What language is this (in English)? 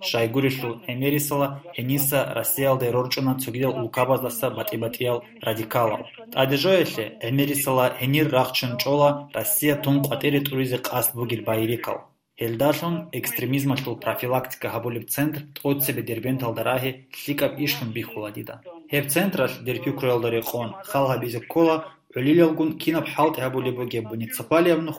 Avaric